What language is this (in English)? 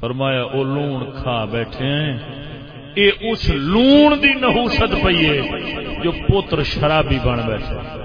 Saraiki